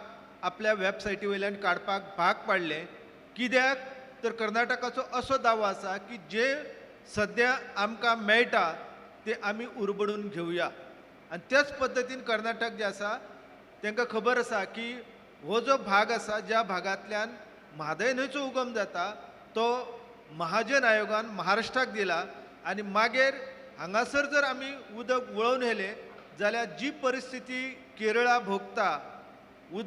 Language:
Konkani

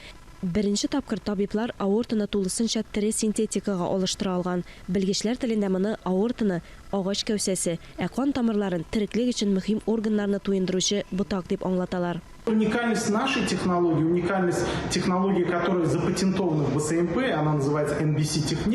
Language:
Tatar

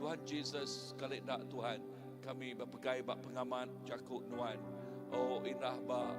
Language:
Iban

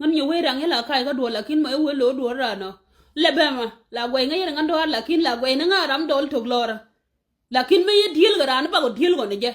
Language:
Nuer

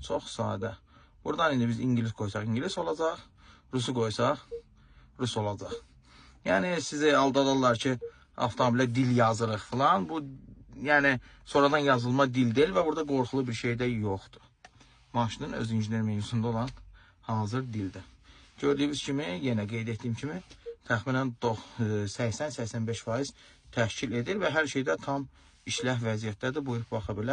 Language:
Azerbaijani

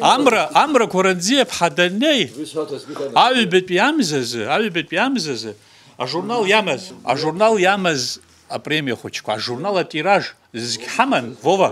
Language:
Abkhazian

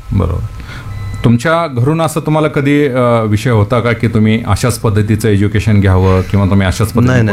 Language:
Marathi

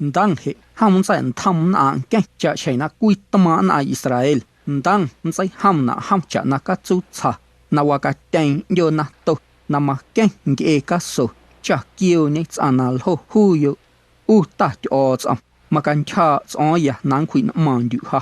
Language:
Guerrero Amuzgo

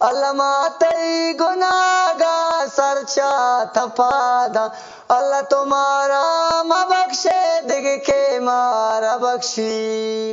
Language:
Eastern Balochi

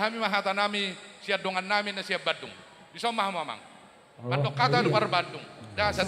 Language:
Batak Toba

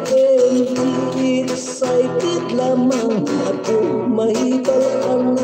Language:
Hiligaynon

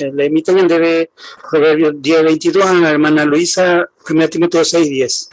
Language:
Guarani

